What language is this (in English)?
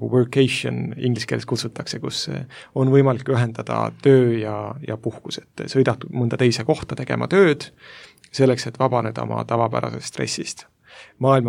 Estonian